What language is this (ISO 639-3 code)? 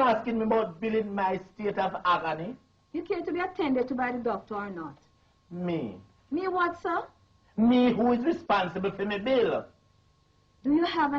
jam